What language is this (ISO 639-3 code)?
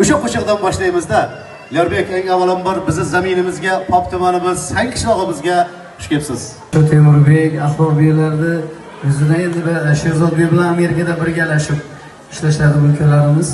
uzb